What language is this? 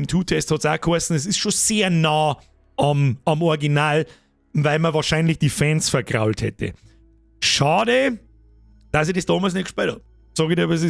Bavarian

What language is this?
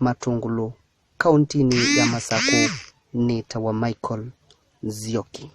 Kamba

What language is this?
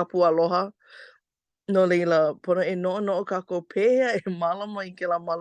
Hawaiian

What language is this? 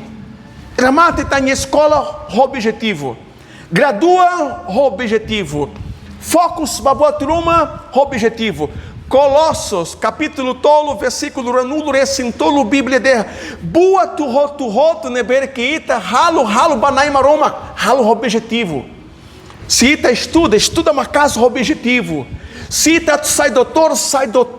Tetum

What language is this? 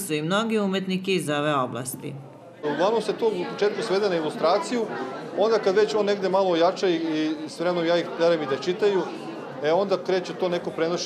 Serbian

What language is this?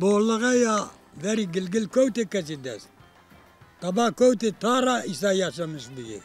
Zaza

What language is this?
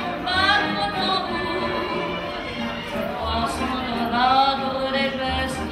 Romanian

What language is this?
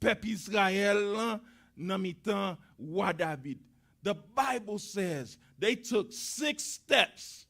Haitian Creole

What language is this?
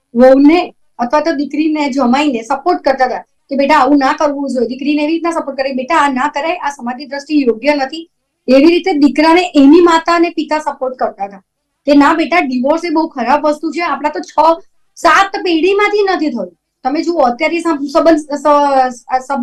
Gujarati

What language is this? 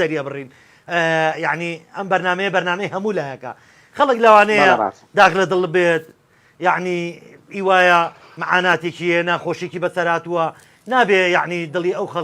Central Kurdish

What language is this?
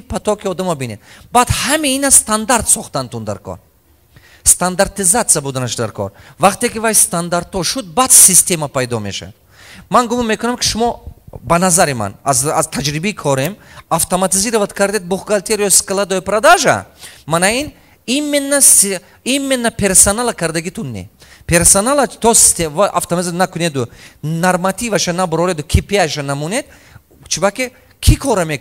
Tajik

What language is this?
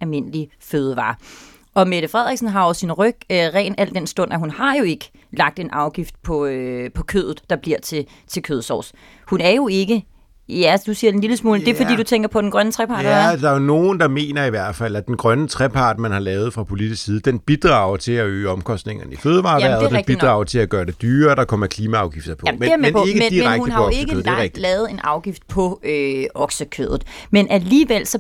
Danish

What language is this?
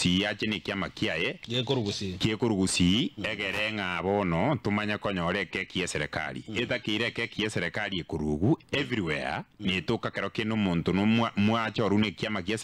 Gusii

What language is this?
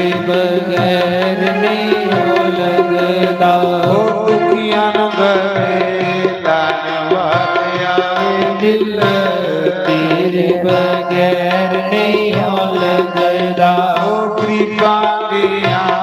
Dogri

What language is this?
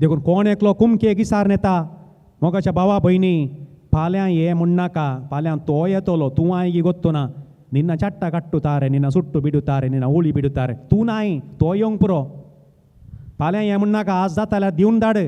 Konkani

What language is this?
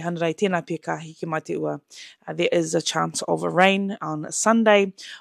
Māori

